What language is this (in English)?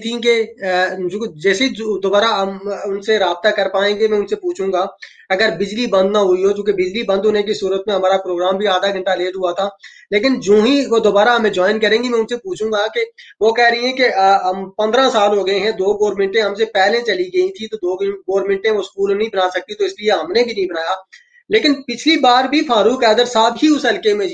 Urdu